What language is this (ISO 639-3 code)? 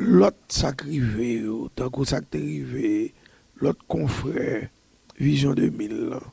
hat